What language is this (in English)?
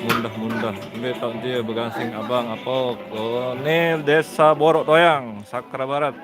Sasak